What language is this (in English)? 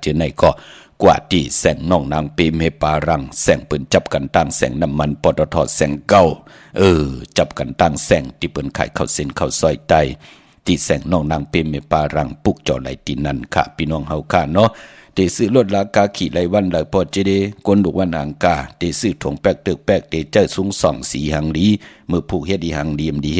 Shan